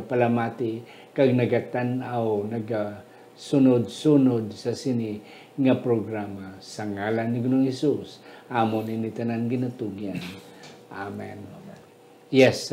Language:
Hiligaynon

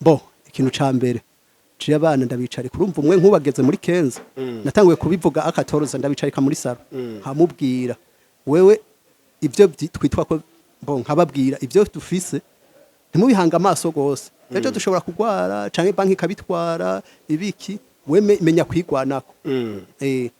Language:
Rundi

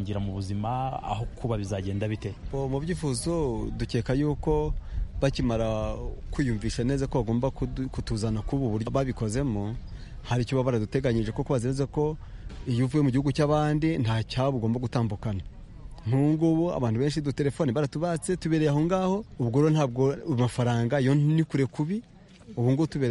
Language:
Kinyarwanda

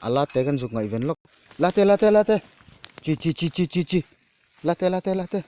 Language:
Mizo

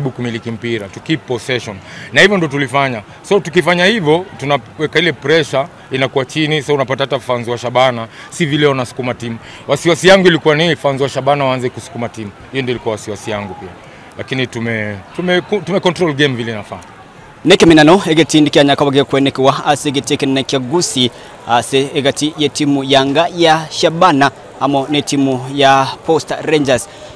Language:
Gusii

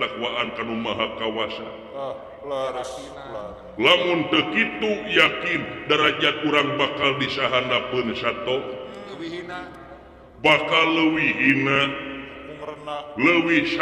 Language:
Sundanese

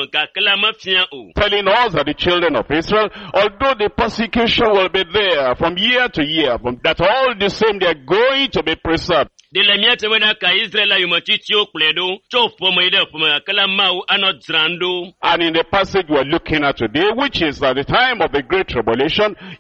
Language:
Ewe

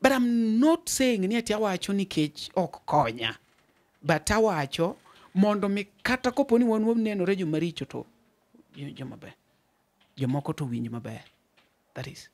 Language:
Luo (Kenya and Tanzania)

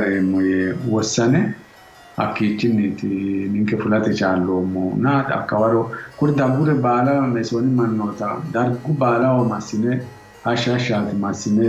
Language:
Sidamo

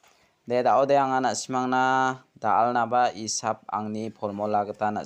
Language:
Garo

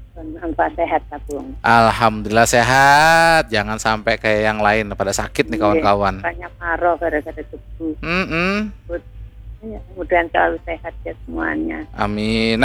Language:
Banjar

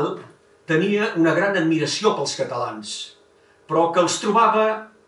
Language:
Catalan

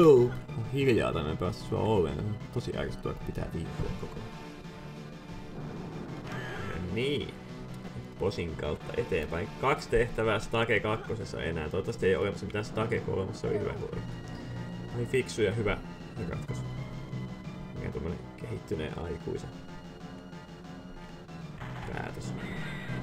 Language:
Finnish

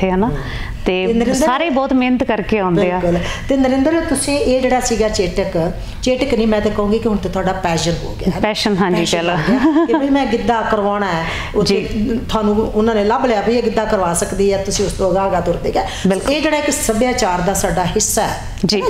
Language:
Punjabi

